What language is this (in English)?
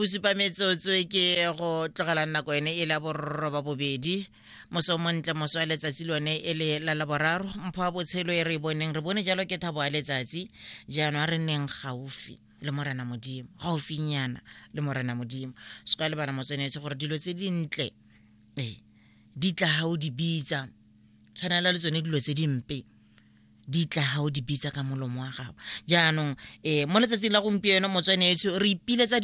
Tswana